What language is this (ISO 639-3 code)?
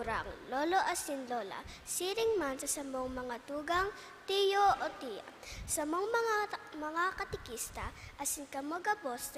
bik